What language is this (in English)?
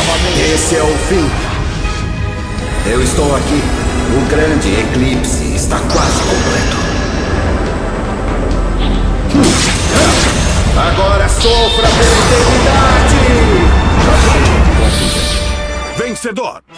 Portuguese